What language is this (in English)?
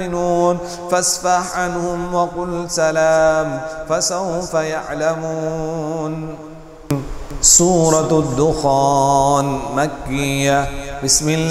Arabic